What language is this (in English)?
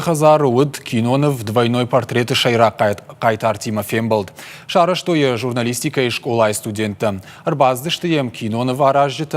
Ossetic